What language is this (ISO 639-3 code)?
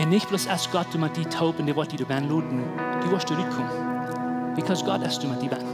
pdt